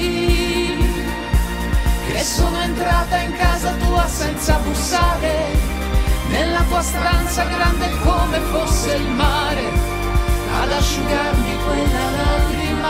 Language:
Italian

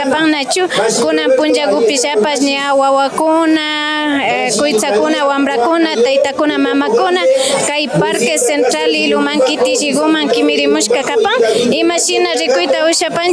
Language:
Imbabura Highland Quichua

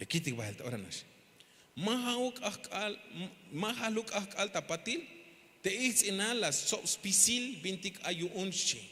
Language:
Tzeltal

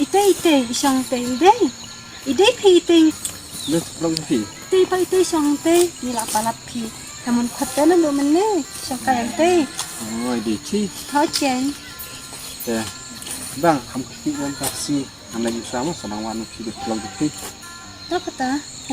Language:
Khasi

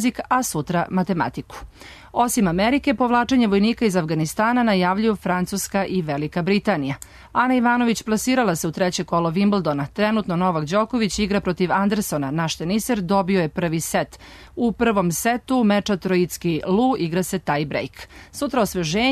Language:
Serbian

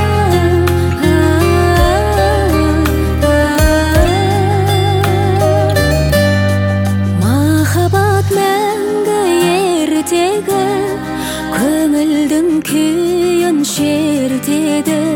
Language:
Kazakh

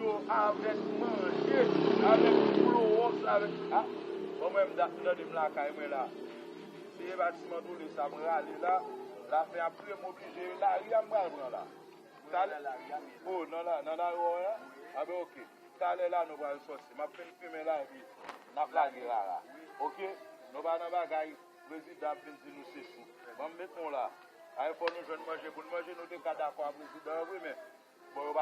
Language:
Haitian Creole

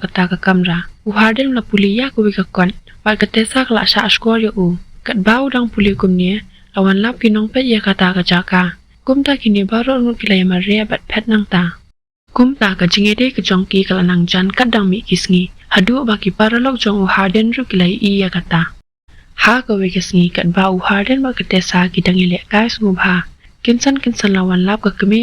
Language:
Khasi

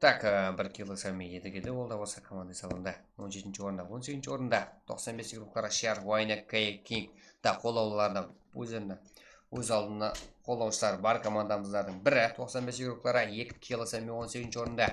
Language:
Kara-Kalpak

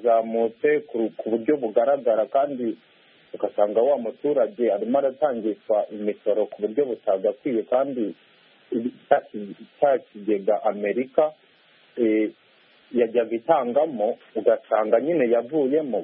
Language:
Kinyarwanda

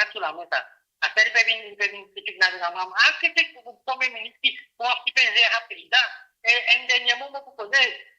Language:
Morisyen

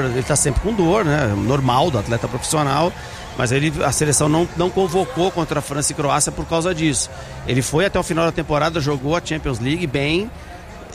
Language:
Portuguese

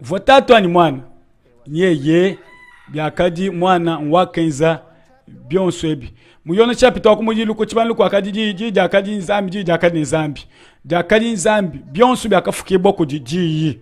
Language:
Luba-Lulua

